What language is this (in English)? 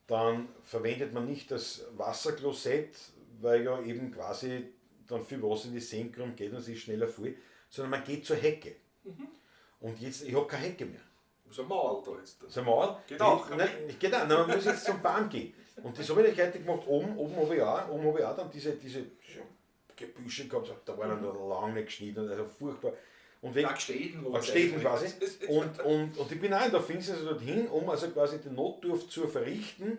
Bavarian